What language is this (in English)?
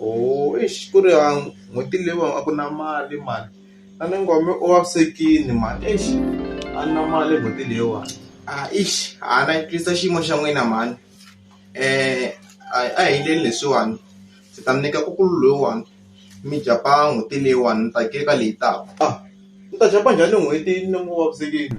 Tsonga